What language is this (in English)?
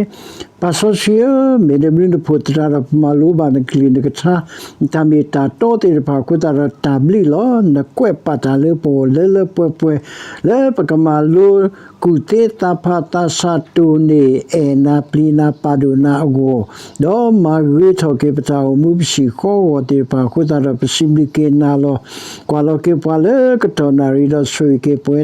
S'gaw Karen